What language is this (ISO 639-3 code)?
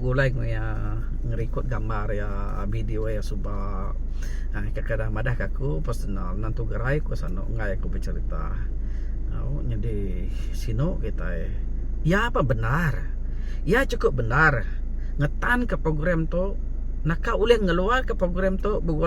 iba